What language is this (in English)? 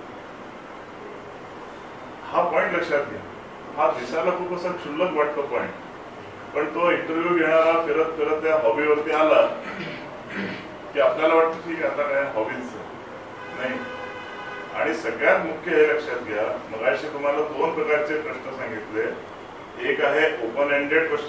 Marathi